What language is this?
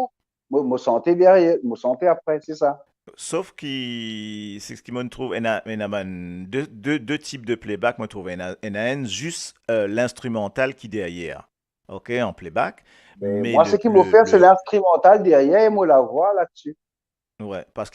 Morisyen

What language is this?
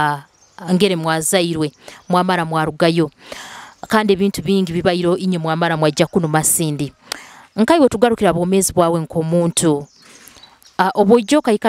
Nyoro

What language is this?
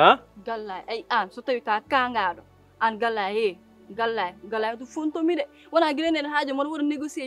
Fula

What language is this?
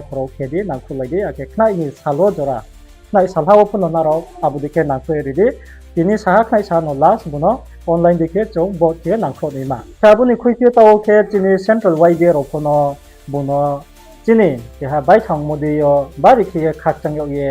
Riang (India)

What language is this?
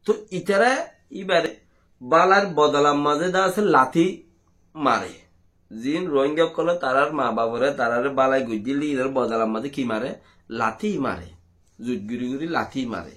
Rohingya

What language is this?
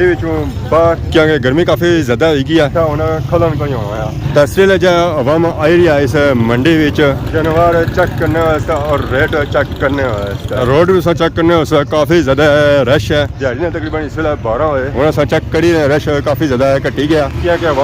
Pahari-Potwari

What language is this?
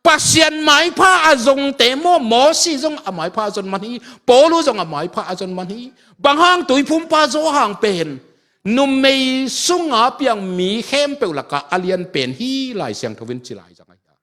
Tedim Chin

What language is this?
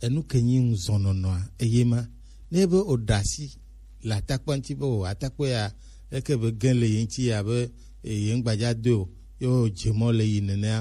Gen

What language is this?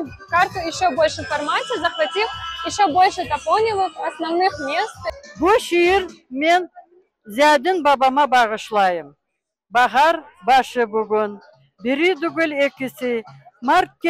Crimean Tatar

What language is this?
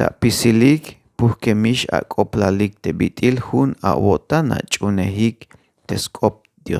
Tzeltal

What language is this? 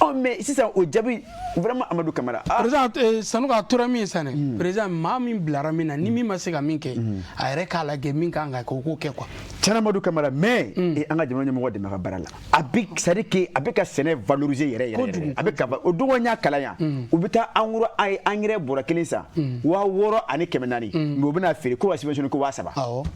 Bambara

